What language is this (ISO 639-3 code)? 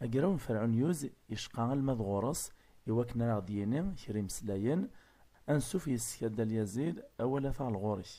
kab